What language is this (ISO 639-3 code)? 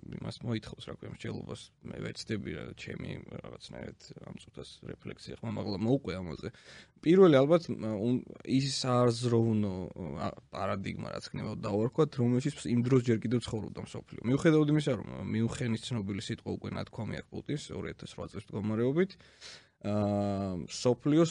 kat